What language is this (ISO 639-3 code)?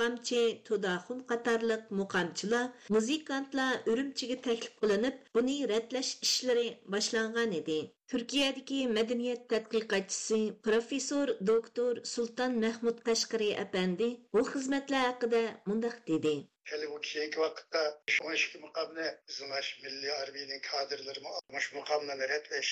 uig